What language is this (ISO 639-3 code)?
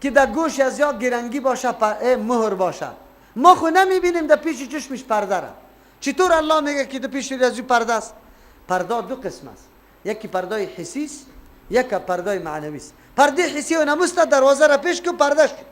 fas